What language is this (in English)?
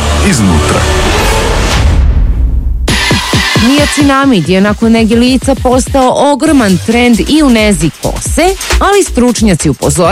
Serbian